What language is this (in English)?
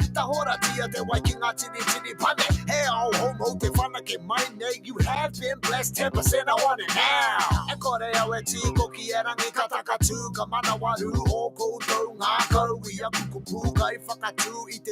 Māori